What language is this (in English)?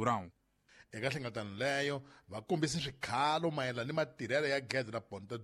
Tsonga